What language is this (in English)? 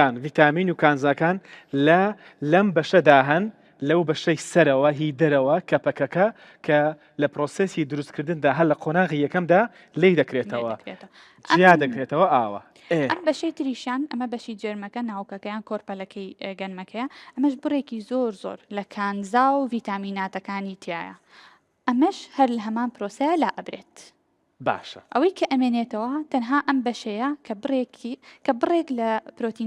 Central Kurdish